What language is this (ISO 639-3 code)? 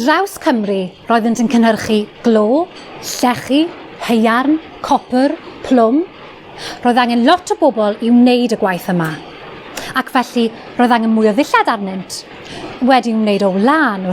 cym